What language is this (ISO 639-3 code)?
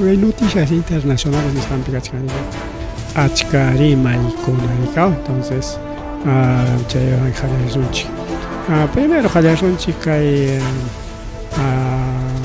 quy